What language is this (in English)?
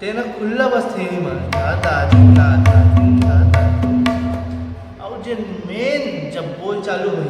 Chhattisgarhi